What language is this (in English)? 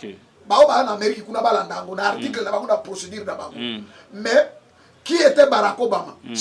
Lingala